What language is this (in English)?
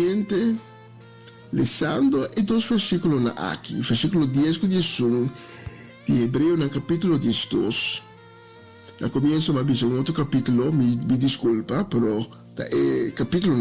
Papiamento